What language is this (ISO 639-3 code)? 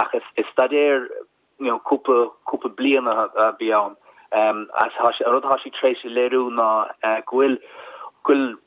gle